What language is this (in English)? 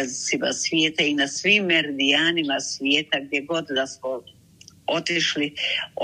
Bosnian